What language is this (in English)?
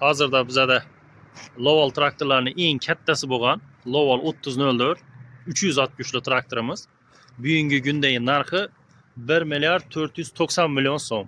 Uzbek